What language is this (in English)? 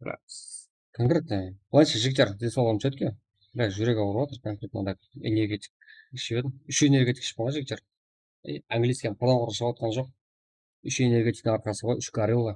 Kara-Kalpak